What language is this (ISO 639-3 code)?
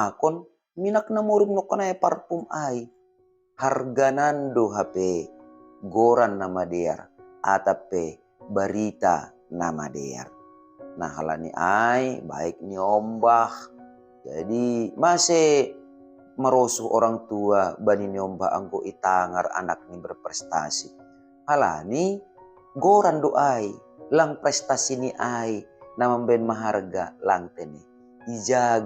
bts